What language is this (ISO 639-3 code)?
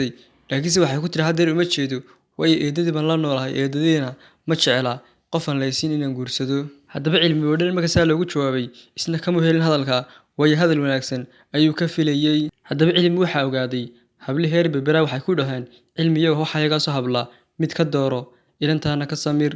som